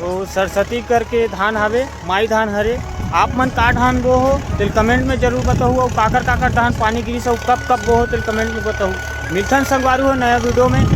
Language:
Chhattisgarhi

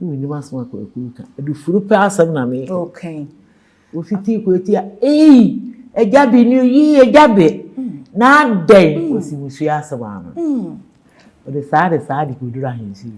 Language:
Akan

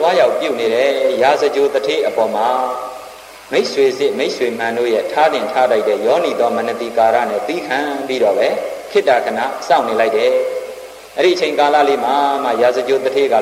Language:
Burmese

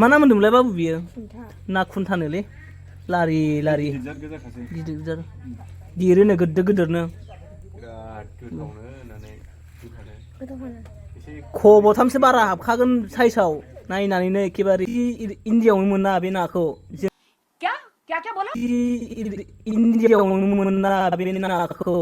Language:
Bodo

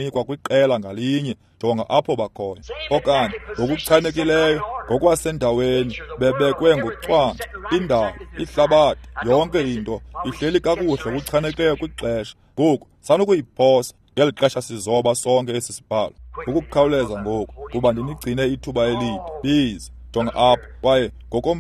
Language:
Xhosa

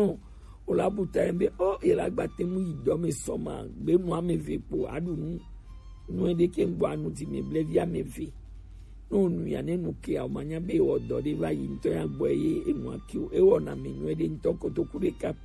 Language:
Gen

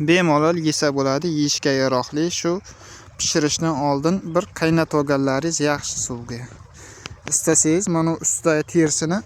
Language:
Uzbek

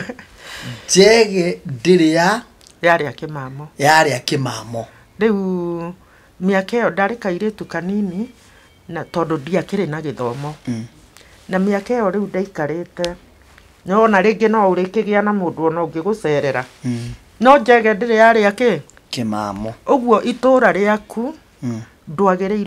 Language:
Kikuyu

